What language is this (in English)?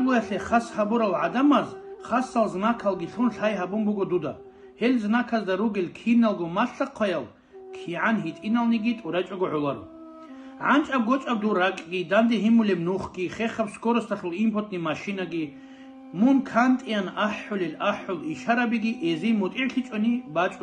Avaric